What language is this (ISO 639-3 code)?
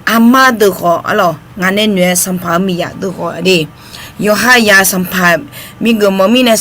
ahk